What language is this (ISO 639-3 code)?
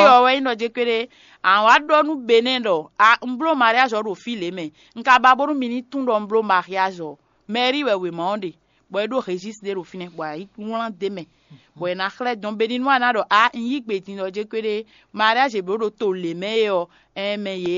fon